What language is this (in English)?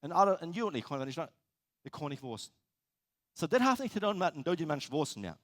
Plautdietsch